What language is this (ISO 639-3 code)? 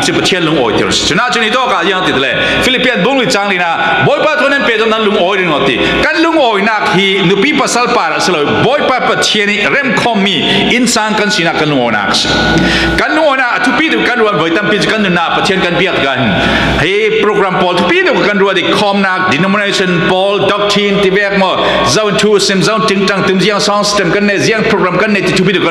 cfm